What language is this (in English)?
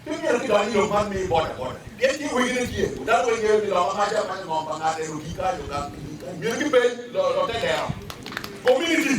Acoli